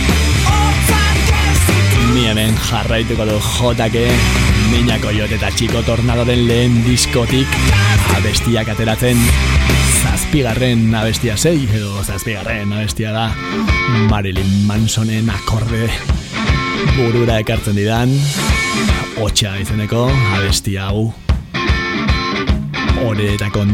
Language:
Basque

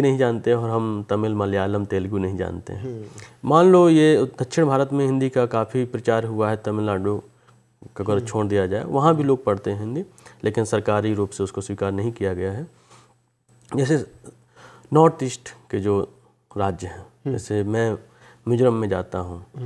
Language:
Hindi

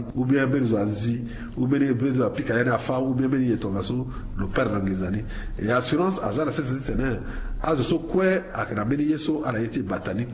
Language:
Sango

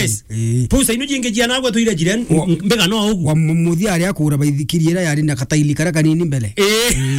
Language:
Meru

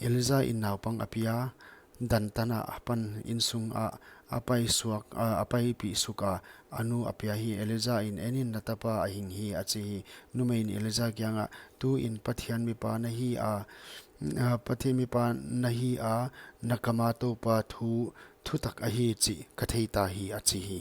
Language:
Paite Chin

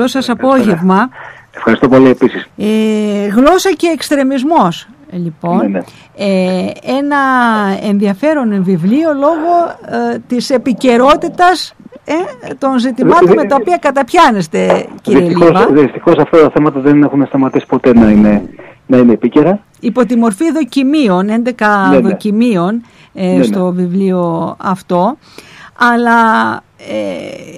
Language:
Greek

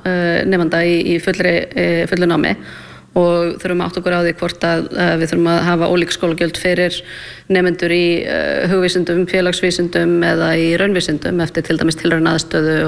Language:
Icelandic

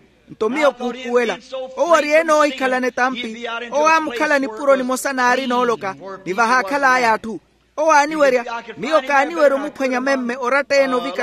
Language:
Makhuwa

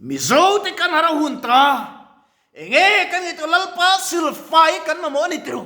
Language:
Mizo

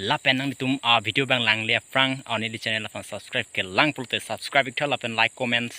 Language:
Karbi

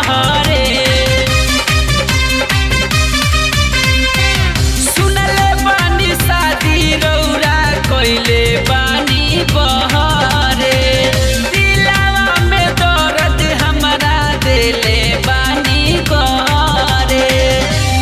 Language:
Bhojpuri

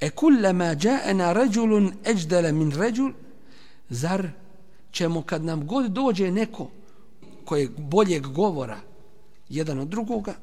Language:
Bosnian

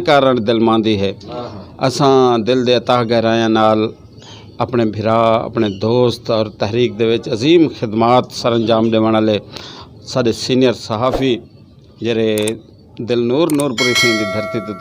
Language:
Saraiki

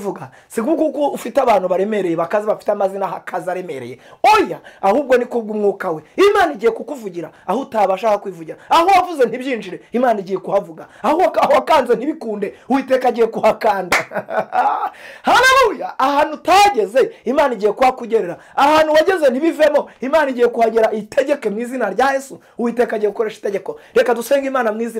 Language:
Kinyarwanda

